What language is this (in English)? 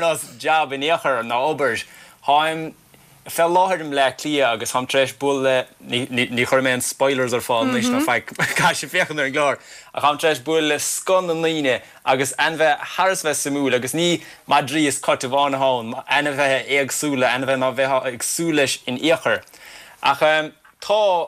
Irish